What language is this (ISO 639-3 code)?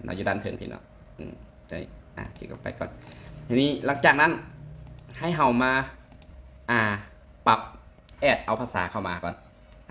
lao